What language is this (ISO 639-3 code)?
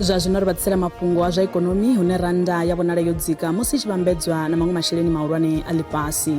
ven